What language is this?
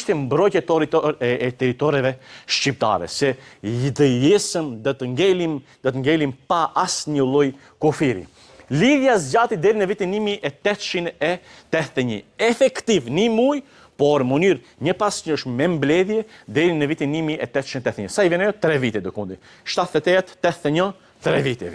Albanian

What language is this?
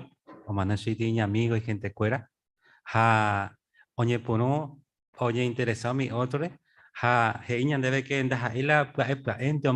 Guarani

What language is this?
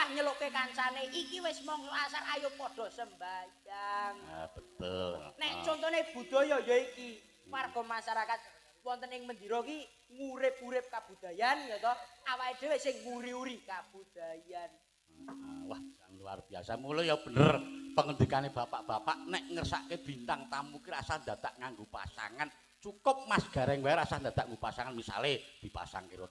Javanese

